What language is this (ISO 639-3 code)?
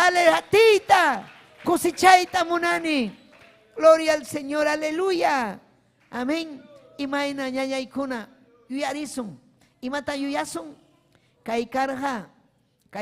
quy